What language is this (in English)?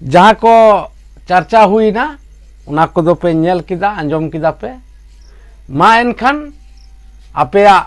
Santali